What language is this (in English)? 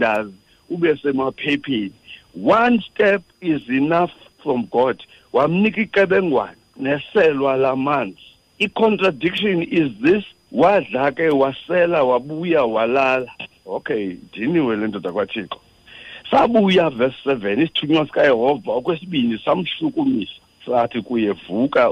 Xhosa